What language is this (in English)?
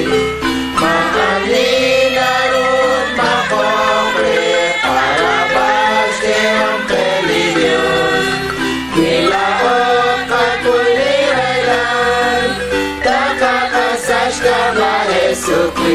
Kekchí